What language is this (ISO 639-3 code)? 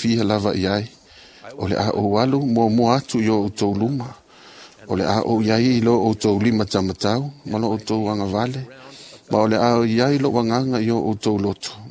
smo